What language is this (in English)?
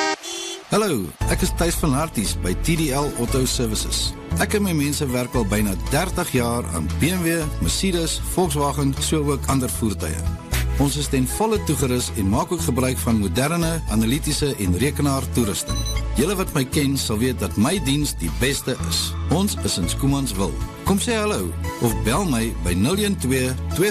Afrikaans